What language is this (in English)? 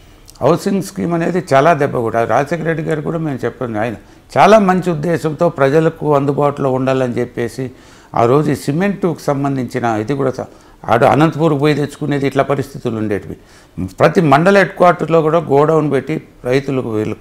Telugu